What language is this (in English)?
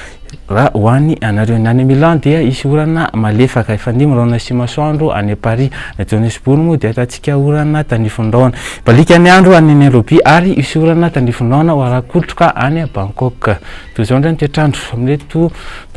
Malagasy